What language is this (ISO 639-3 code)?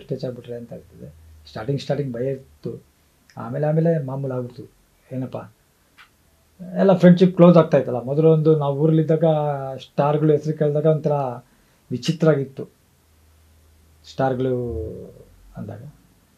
kan